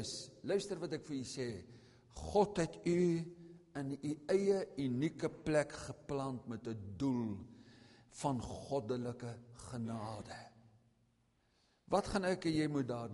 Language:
Afrikaans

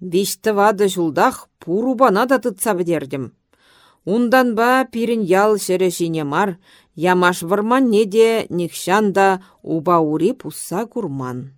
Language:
Chuvash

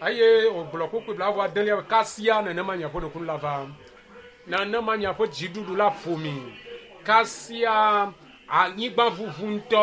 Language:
Ewe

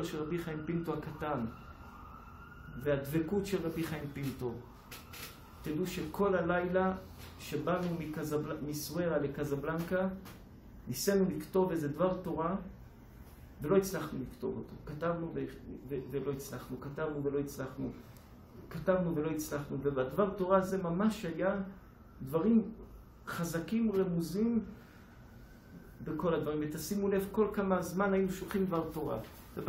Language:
Hebrew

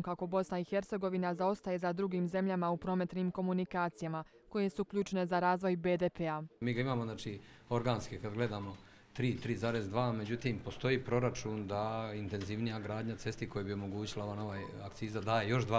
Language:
Croatian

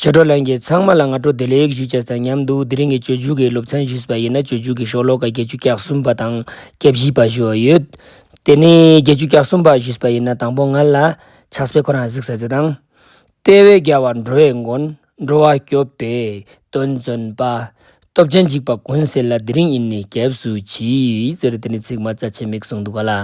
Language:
Ladakhi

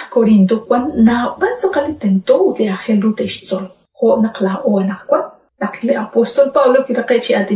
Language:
Kekchí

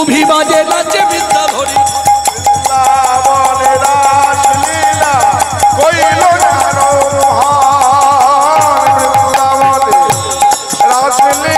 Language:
Bangla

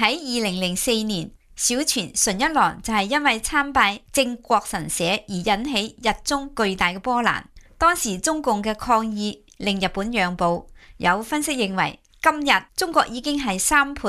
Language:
Cantonese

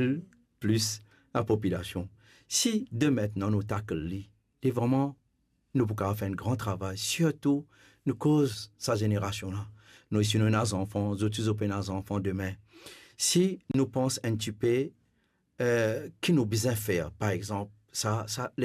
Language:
Morisyen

